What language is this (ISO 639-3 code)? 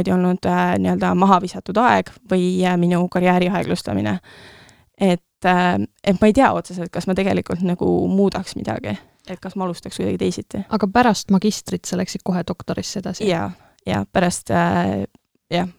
est